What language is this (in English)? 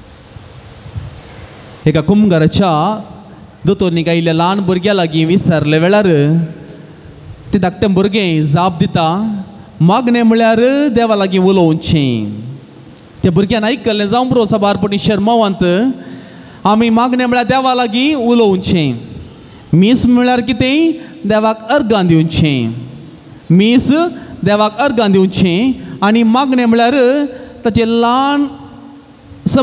Konkani